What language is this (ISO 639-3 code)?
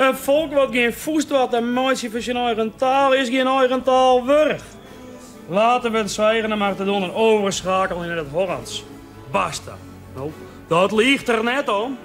fry